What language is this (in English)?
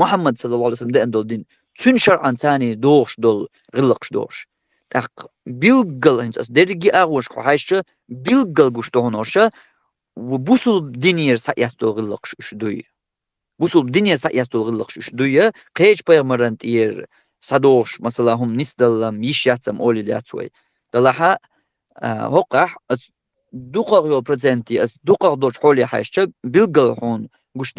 Chechen